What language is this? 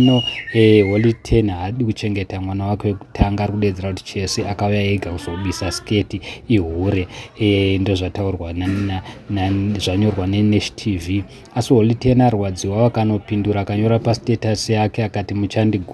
Shona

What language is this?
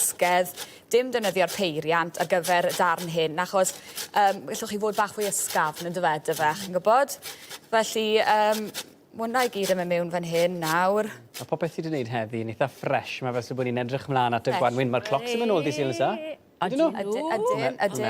Welsh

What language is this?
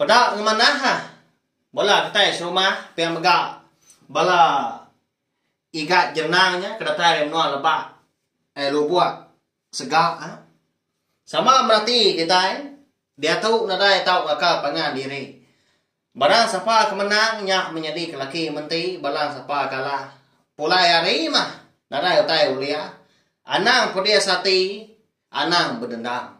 Iban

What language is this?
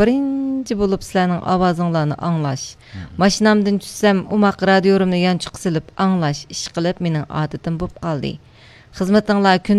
Uyghur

